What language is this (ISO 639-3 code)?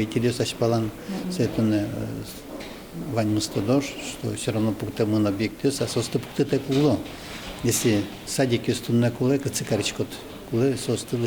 udm